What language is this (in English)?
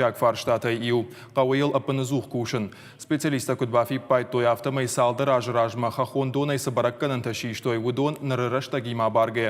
Ossetic